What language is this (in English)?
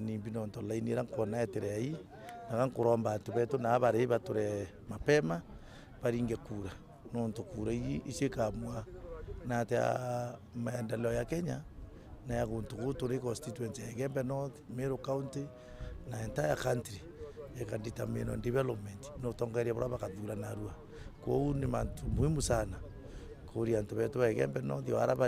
Meru